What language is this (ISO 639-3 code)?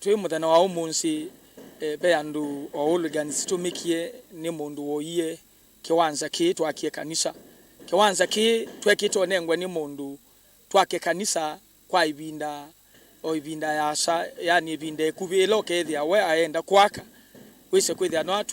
kam